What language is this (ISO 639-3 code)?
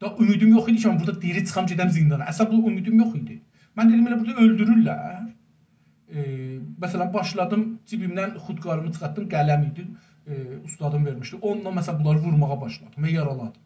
azb